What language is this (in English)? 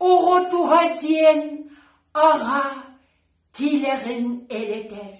Yakut